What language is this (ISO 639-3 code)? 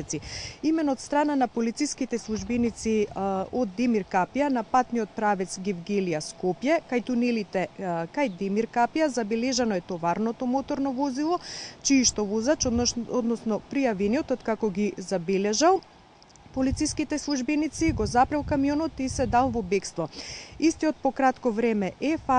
mkd